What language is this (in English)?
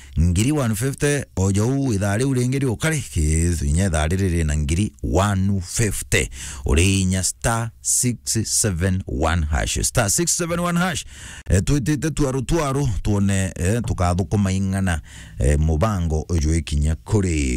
Meru